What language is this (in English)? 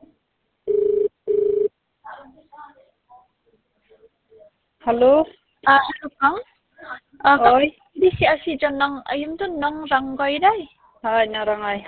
Khasi